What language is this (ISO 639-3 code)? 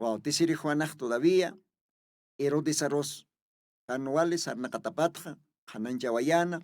aym